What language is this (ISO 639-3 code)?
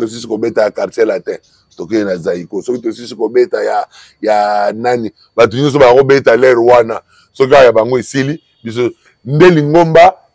lin